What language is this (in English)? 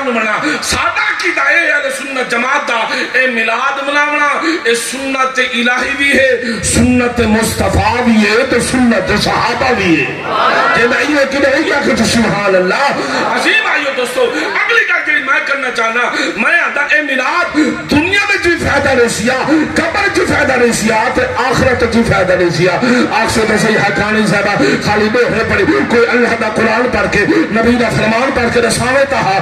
Saraiki